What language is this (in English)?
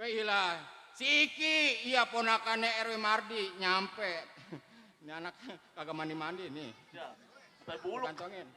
Betawi